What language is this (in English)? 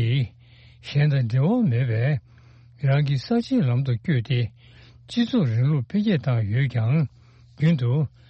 Tibetan